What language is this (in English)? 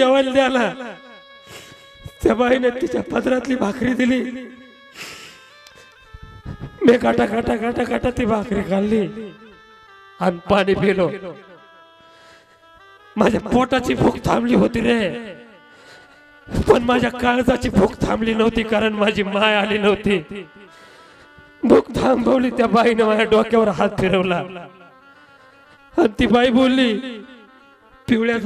Marathi